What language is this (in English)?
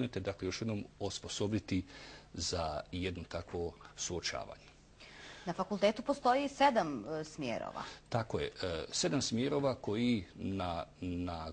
Bosnian